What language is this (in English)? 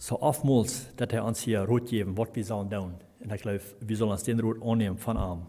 Plautdietsch